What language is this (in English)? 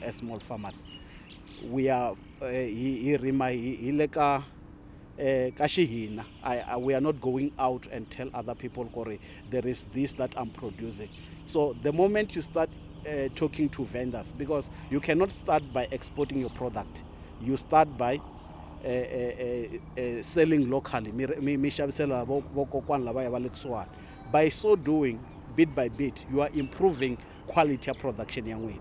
Tsonga